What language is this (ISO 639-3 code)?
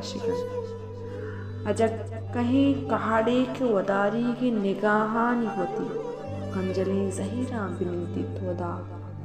bal